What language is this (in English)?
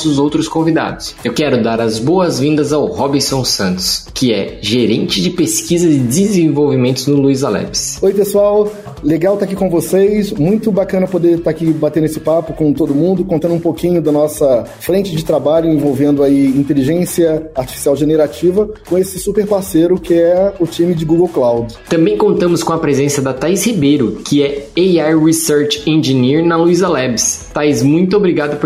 Portuguese